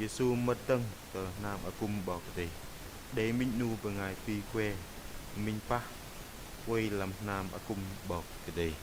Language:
Bahnar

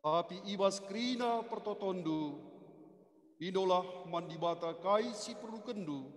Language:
Batak Karo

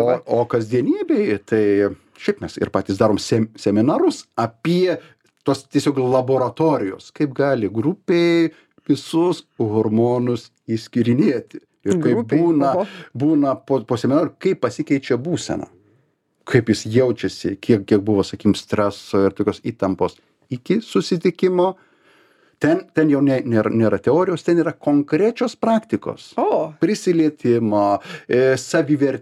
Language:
Lithuanian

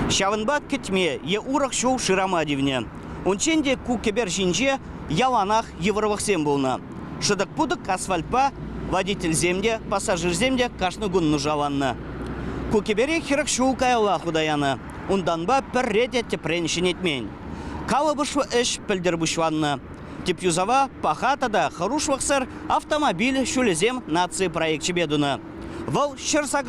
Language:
Chuvash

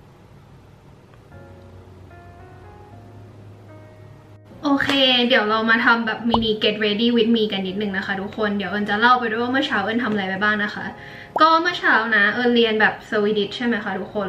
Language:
Thai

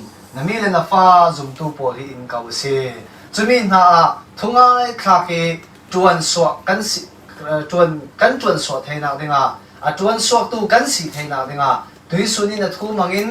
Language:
Falam Chin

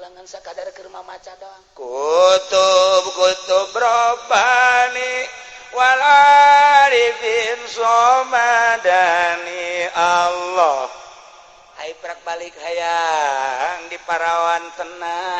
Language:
Sundanese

